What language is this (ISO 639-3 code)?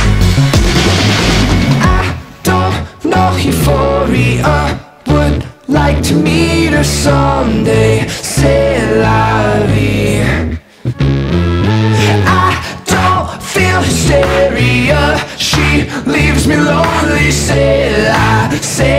eng